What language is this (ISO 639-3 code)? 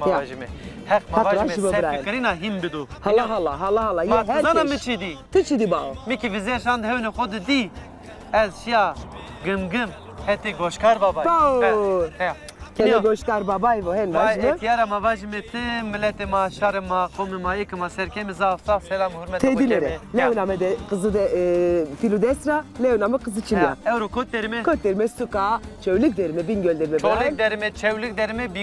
zza